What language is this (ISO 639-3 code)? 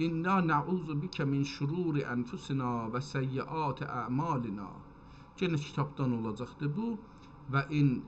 azb